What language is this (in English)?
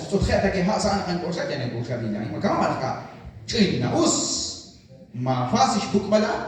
Kekchí